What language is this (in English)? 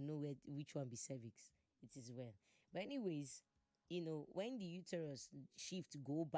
Nigerian Pidgin